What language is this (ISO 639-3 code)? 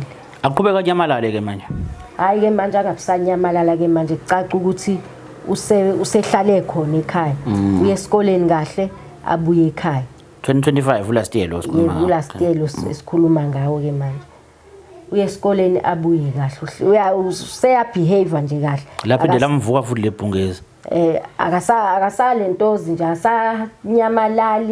zul